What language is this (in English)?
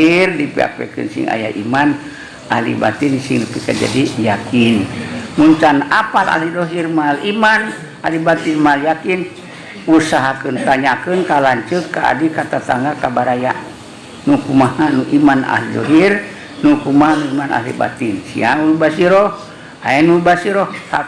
Sundanese